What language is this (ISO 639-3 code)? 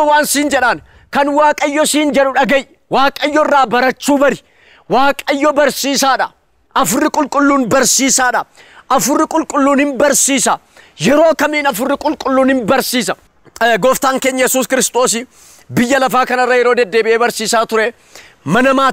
orm